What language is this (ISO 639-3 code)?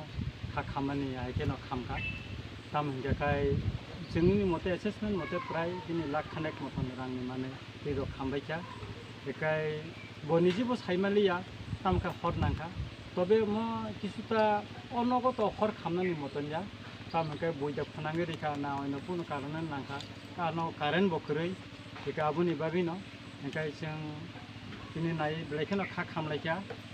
trp